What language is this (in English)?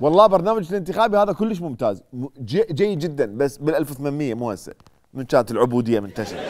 Mesopotamian Arabic